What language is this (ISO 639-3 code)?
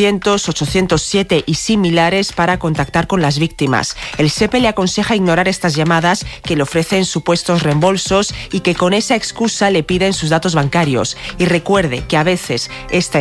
spa